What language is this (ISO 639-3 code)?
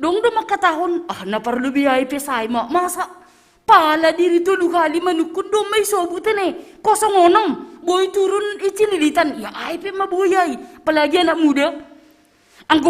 bts